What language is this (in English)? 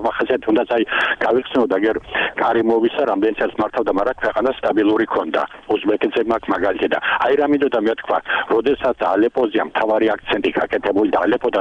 Georgian